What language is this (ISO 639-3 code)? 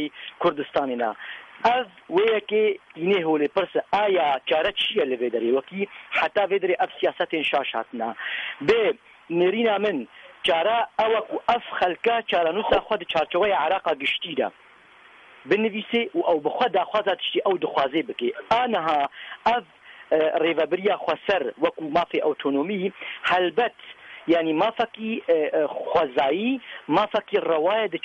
kur